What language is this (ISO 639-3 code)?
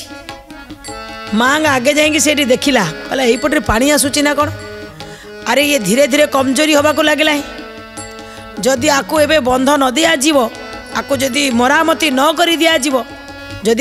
ori